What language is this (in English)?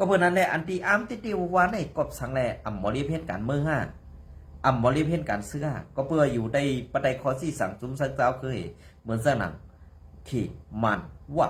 Shan